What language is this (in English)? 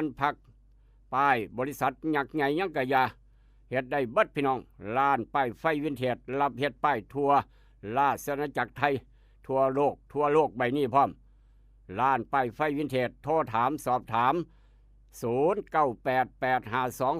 Northeastern Thai